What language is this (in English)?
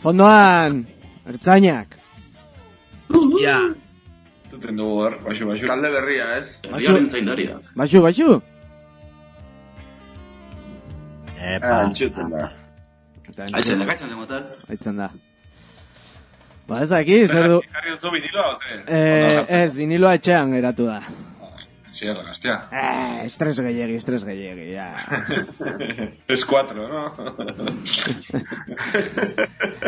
Basque